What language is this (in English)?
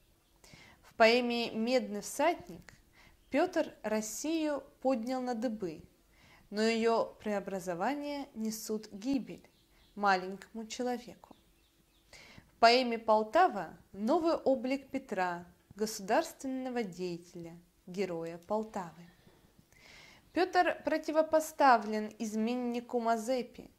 Russian